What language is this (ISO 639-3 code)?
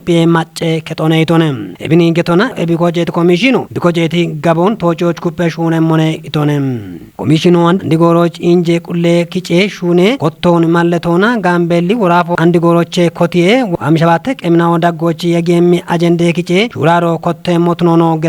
kbr